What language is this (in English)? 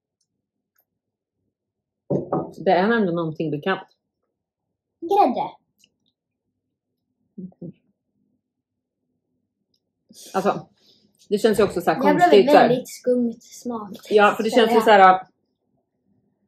Swedish